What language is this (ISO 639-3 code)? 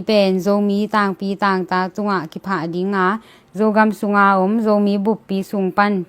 ctd